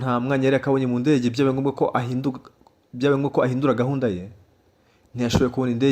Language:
Kinyarwanda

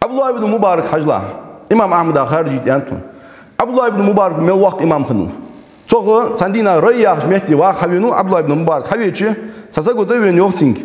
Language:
Ingush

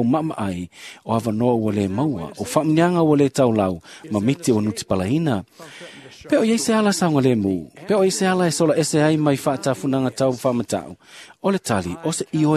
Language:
Samoan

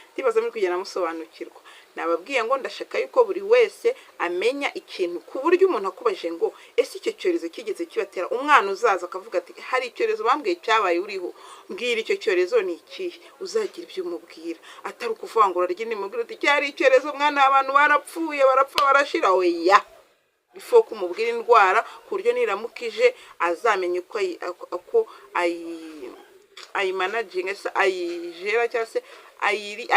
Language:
Kinyarwanda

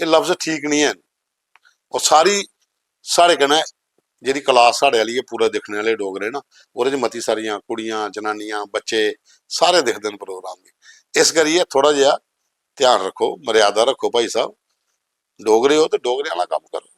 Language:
Dogri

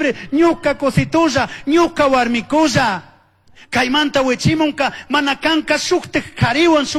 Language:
Chimborazo Highland Quichua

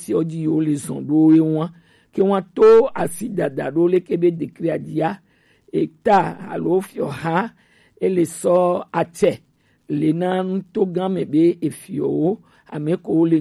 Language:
Gen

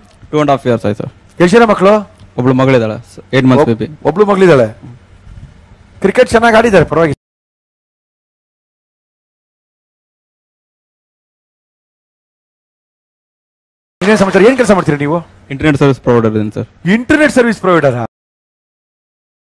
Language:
Kannada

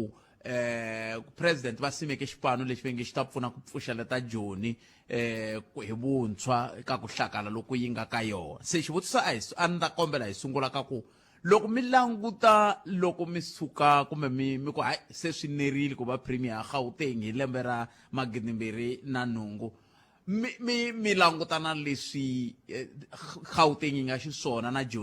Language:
Tsonga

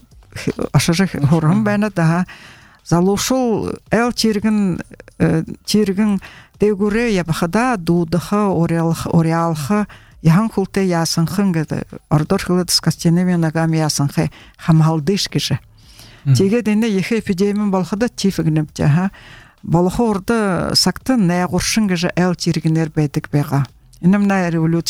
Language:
Buriat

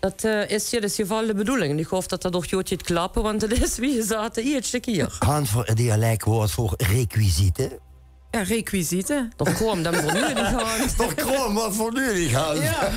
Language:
Limburgish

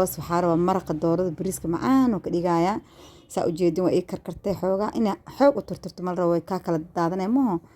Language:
Somali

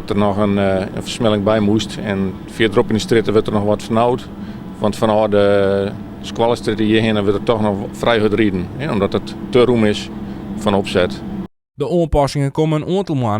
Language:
Western Frisian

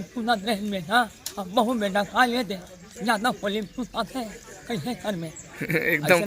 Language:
Chhattisgarhi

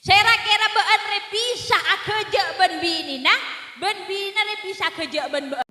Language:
Madurese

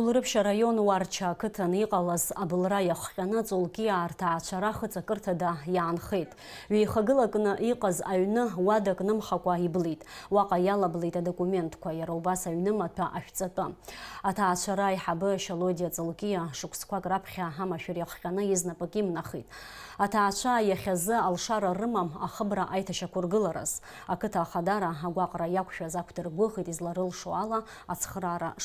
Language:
Abkhazian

